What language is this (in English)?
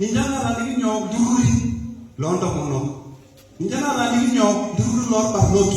Masai